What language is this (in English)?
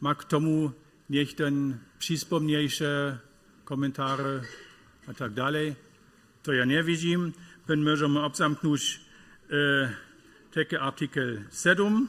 Upper Sorbian